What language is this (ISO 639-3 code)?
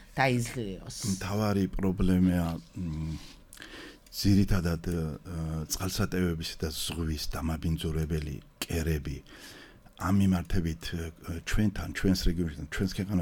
kat